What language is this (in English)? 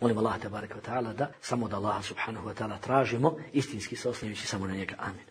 Bosnian